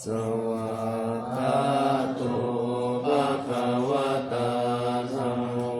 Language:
Pali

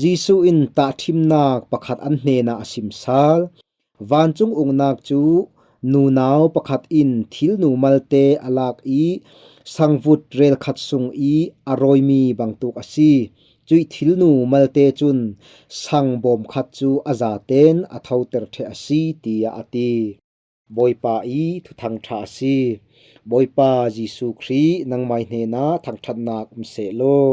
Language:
Falam Chin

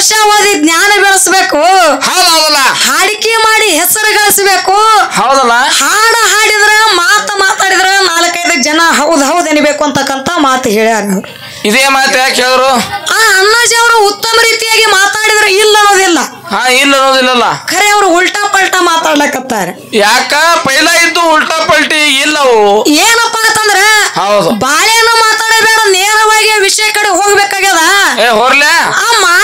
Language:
Kannada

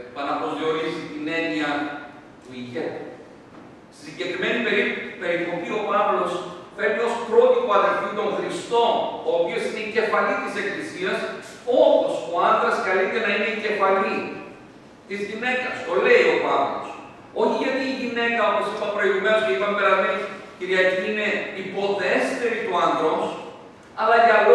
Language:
Greek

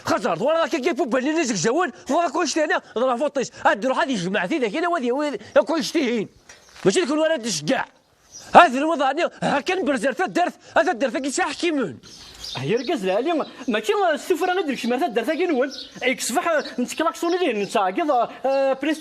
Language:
Kabyle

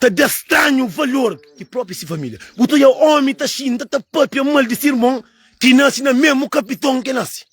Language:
Kabuverdianu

